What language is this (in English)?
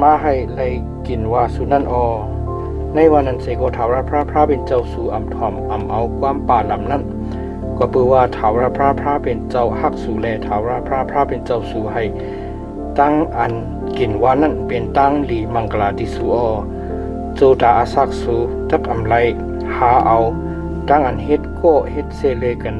Shan